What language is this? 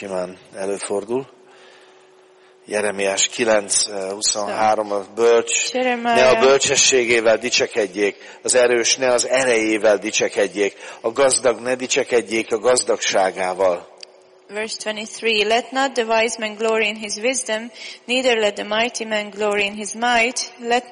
Hungarian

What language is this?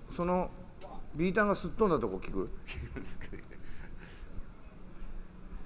Japanese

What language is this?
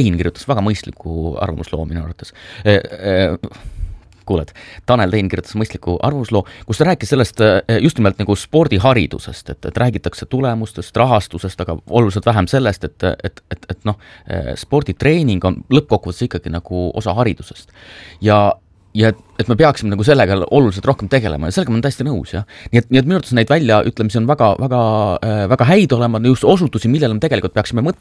Estonian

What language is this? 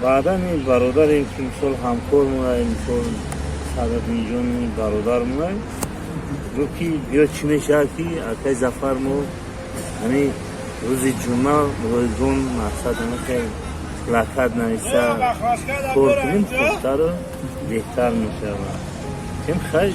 Tajik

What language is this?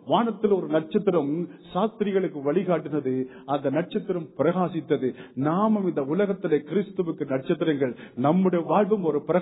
Tamil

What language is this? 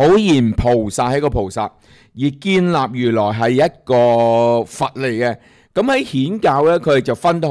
Cantonese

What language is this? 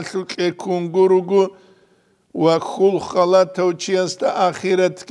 Avaric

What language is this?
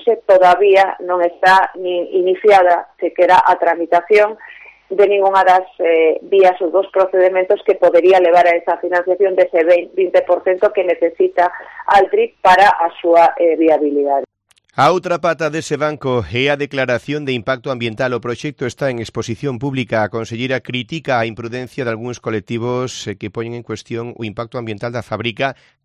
Galician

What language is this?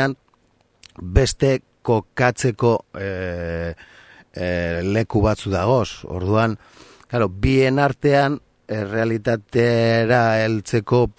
Basque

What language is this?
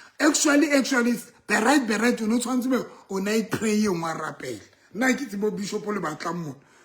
Southern Sotho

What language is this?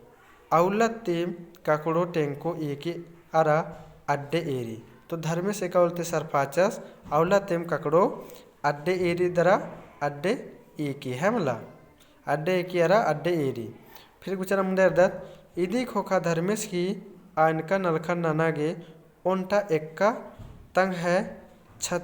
Kurukh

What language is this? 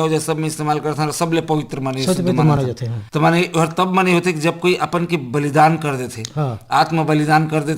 Chhattisgarhi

